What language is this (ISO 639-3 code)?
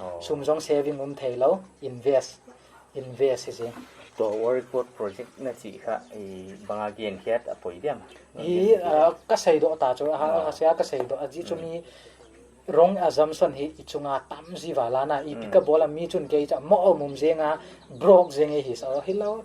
pck